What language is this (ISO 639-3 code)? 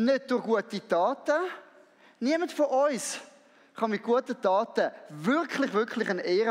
gsw